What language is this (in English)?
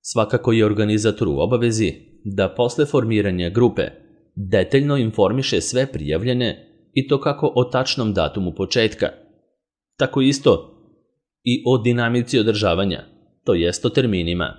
Serbian